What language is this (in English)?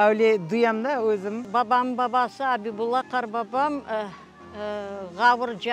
Crimean Tatar